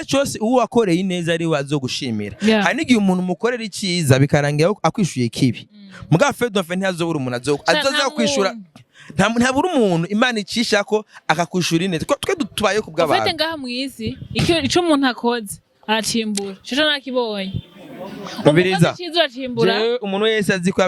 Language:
Rundi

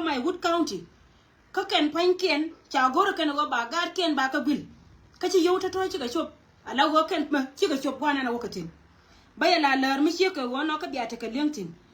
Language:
Nuer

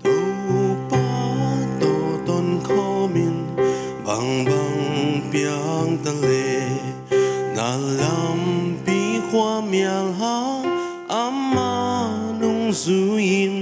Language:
Paite Chin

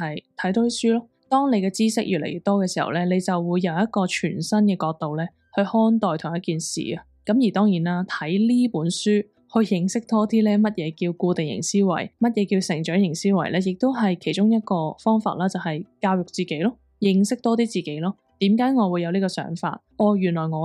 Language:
Cantonese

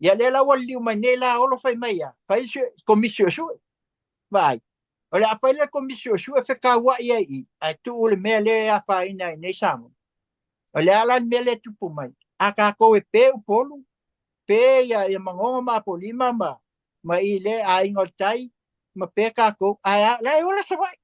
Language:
Samoan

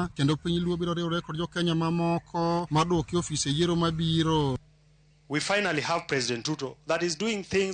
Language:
Luo (Kenya and Tanzania)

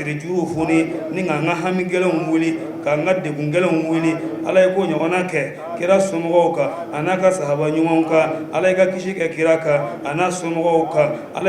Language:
Bambara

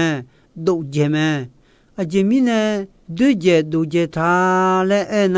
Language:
Akha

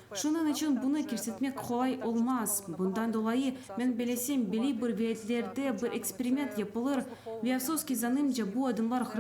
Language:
Crimean Tatar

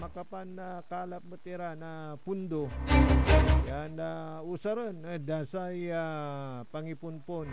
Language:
Pangasinan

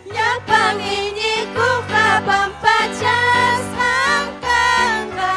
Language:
Ayacucho Quechua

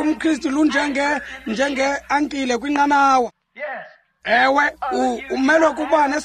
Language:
Xhosa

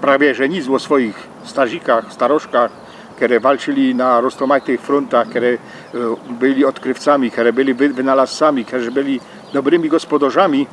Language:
Silesian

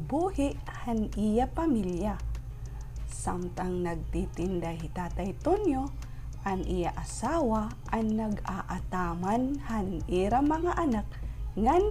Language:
Waray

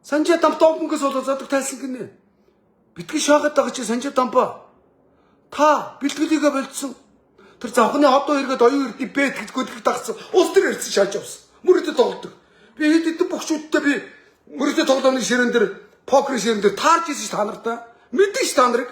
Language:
Mongolian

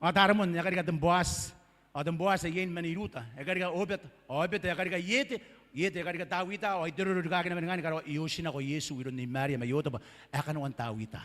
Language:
Gilbertese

